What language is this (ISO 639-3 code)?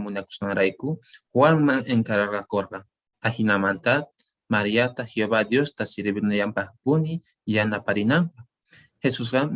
que